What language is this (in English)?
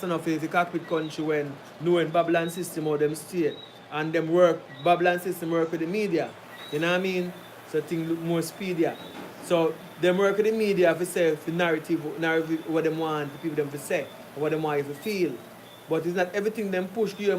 Jamaican Creole English